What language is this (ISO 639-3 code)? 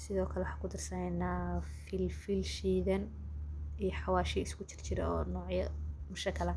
som